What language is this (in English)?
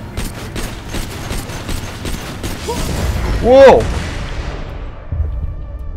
Russian